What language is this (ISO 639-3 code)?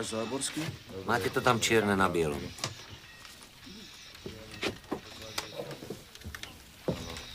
slk